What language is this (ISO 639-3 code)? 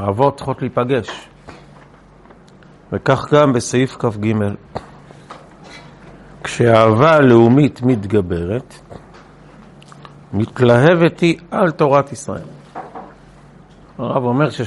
heb